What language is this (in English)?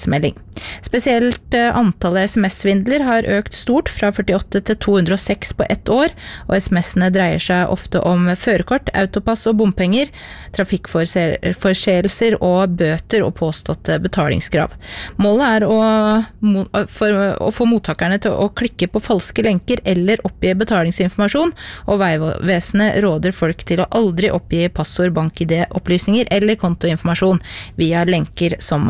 Norwegian